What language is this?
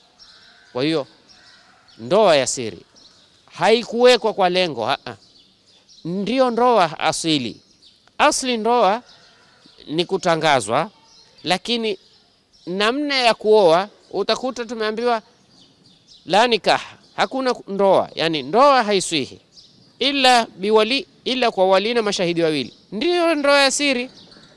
Swahili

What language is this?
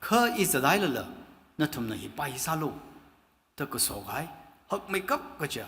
Tangkhul Naga (India)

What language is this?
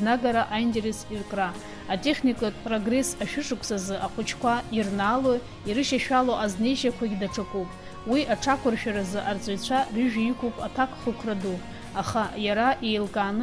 Abkhazian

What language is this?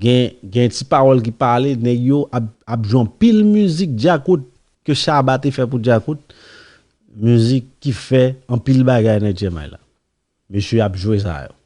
Haitian Creole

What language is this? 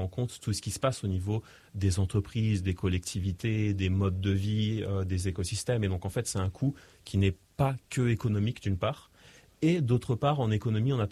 French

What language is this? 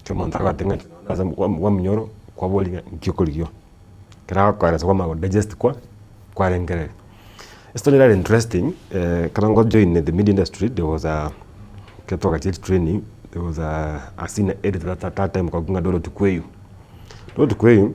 Gusii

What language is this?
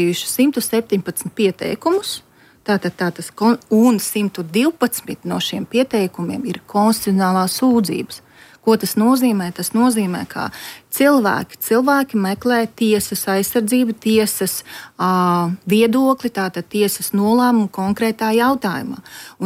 Latvian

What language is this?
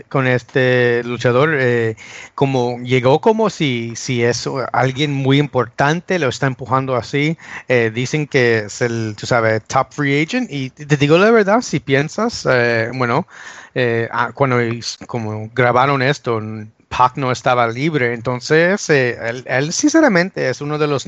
Spanish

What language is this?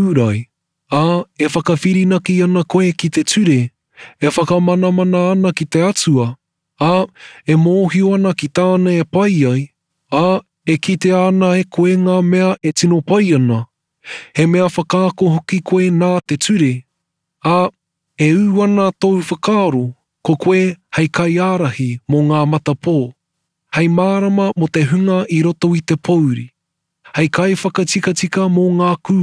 Māori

